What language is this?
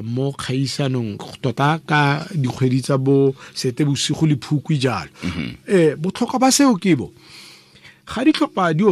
Tswana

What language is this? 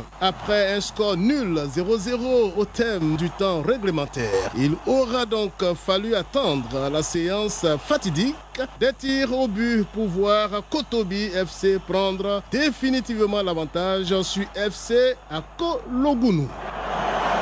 French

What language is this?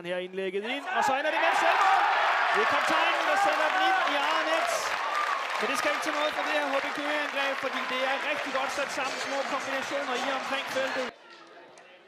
Danish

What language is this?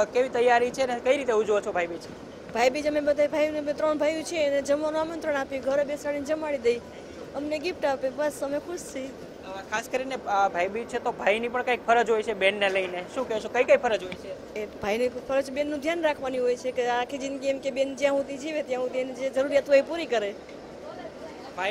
Gujarati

